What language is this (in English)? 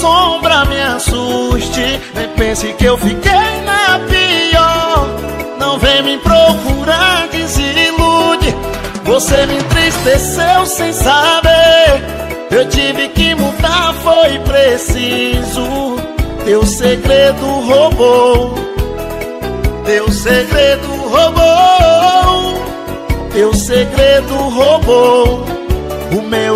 Portuguese